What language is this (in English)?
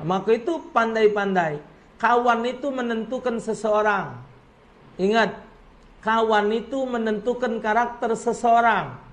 Musi